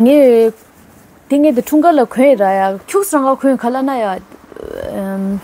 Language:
Tibetan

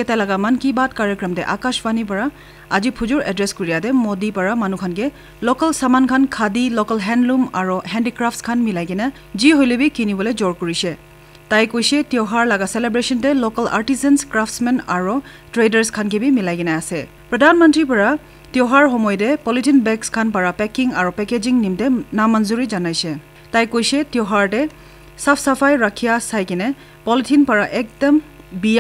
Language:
Naga Pidgin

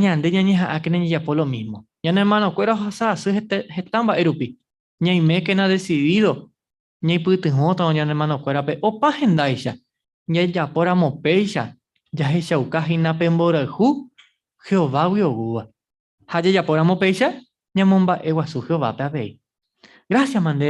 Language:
Guarani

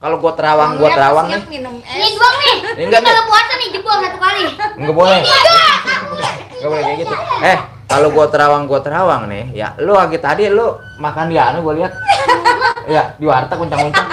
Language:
Betawi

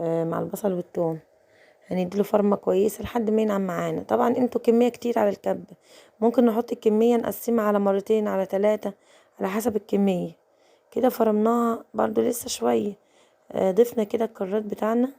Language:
Egyptian Arabic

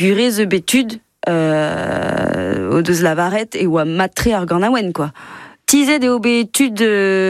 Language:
Breton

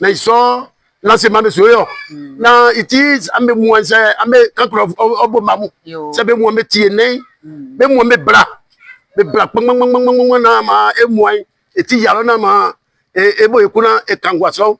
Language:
Baoulé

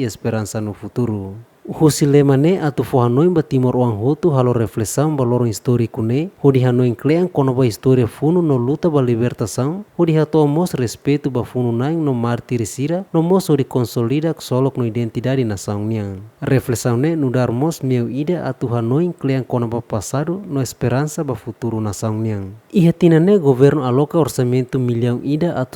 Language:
Tetum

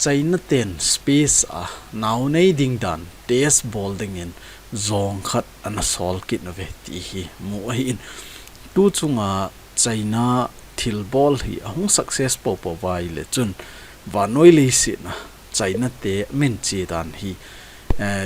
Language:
Thado Chin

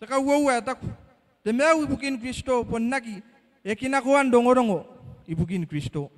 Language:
Gilbertese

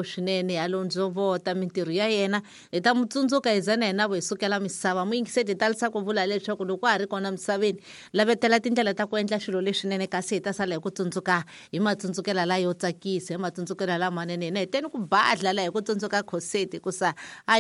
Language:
Tsonga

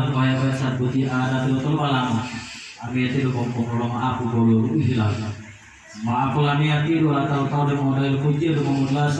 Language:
Gorontalo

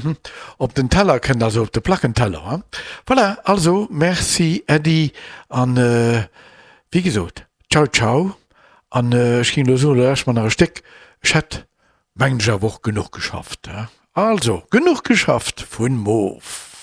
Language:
Luxembourgish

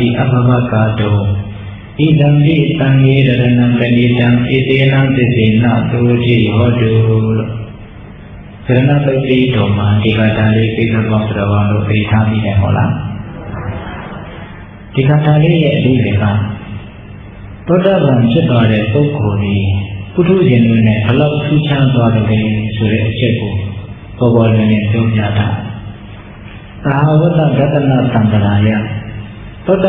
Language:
Burmese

